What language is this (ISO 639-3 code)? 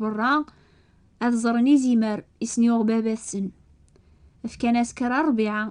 kab